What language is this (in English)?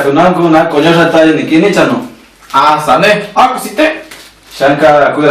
Chiquitano